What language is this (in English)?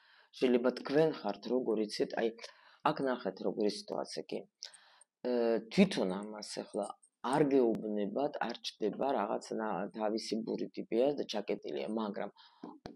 Georgian